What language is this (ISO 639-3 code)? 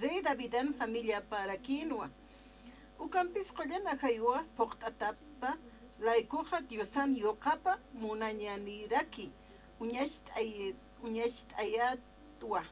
aym